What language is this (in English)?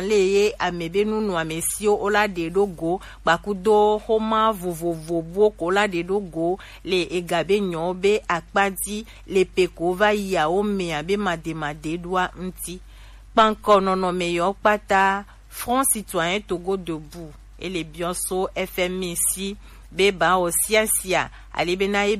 Gen